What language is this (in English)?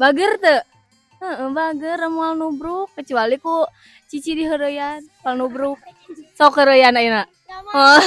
Sundanese